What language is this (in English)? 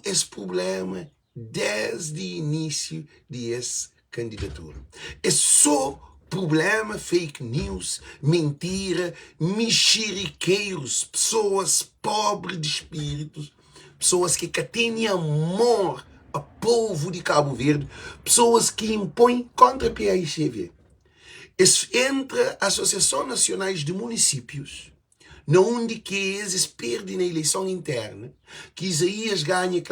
Kabuverdianu